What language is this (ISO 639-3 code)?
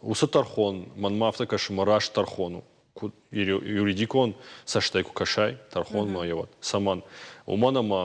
oss